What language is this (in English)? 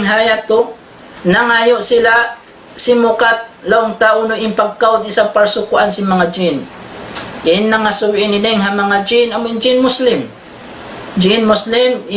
Tausug